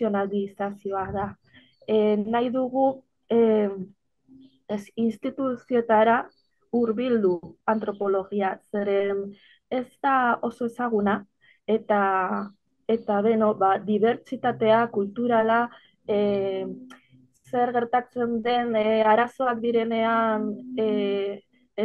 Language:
Basque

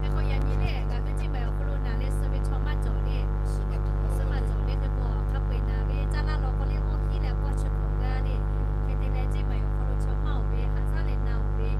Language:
Lahu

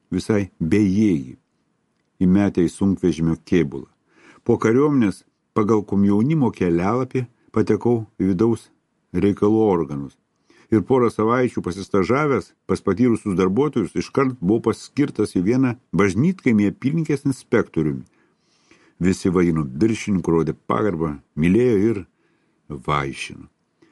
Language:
Lithuanian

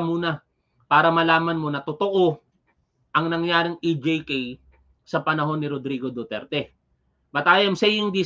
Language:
Filipino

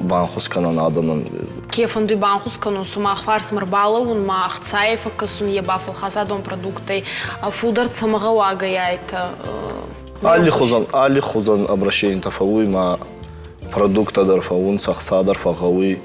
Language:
Ossetic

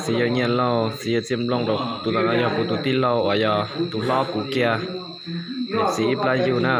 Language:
Hmong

